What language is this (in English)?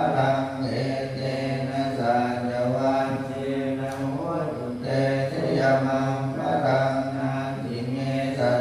Pali